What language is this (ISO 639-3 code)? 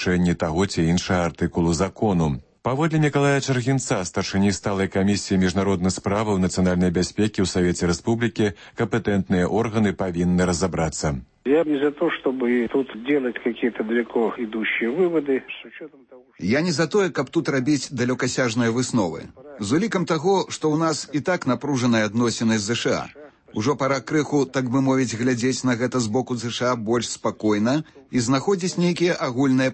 bel